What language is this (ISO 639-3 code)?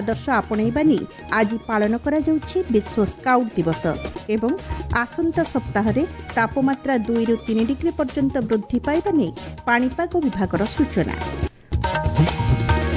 ori